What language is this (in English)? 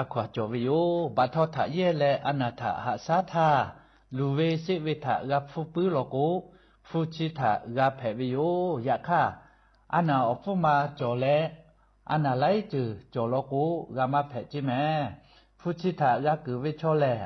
Lahu